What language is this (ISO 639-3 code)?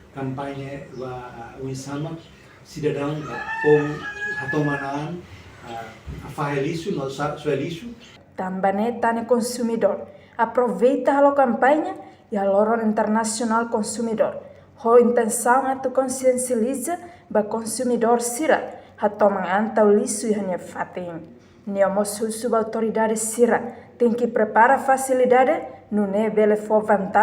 tet